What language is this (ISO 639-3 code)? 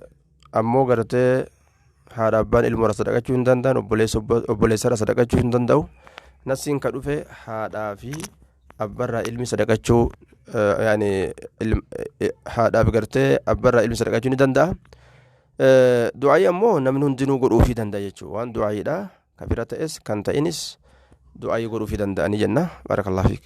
orm